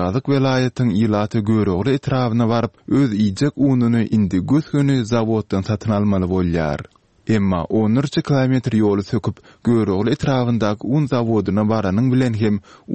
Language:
Turkmen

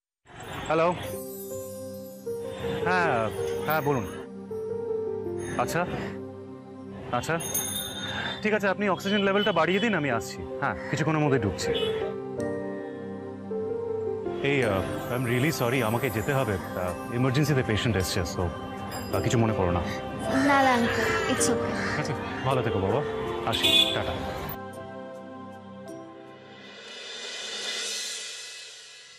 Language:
Bangla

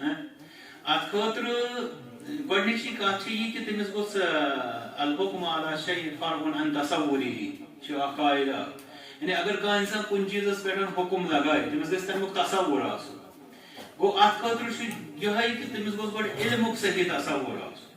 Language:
Kashmiri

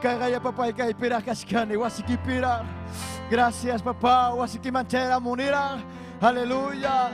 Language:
Ayacucho Quechua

